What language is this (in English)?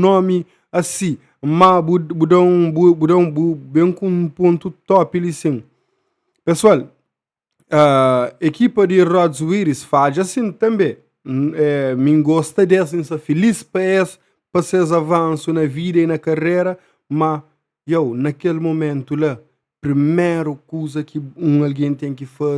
Kabuverdianu